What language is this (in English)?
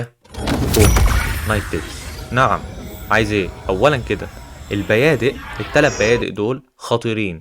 Egyptian Arabic